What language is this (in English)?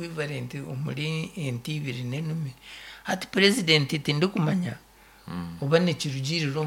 Nyankole